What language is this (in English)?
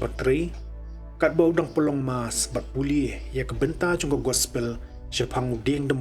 Khasi